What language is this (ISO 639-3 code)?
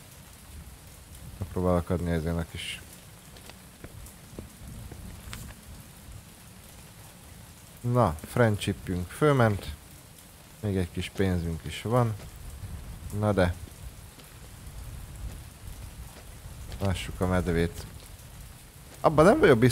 hun